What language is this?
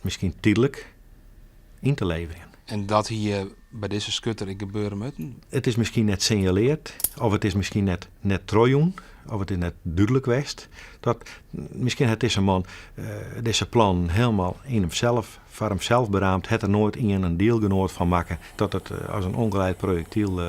Western Frisian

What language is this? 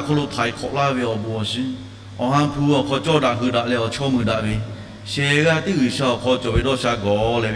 Lahu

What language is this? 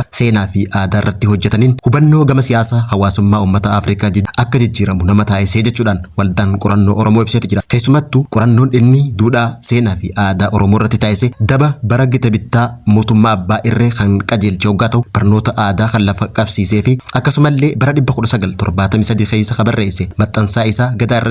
Oromo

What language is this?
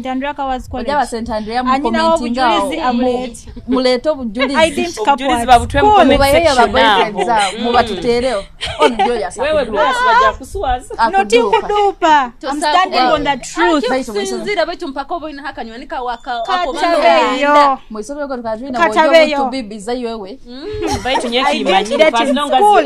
Nyoro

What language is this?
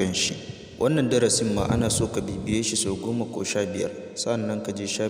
Hausa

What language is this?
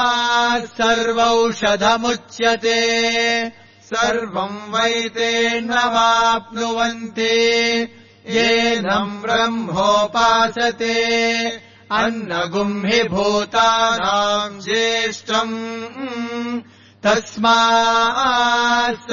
Sanskrit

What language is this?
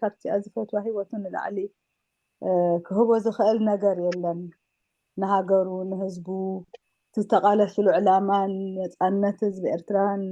Tigrinya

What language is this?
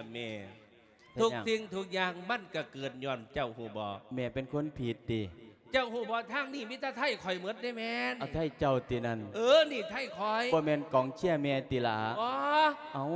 Lao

